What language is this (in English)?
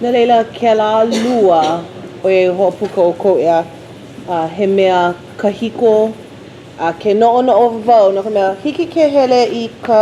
Hawaiian